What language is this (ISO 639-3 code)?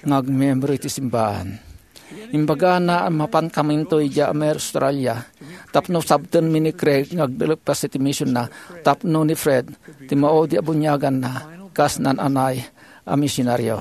ilo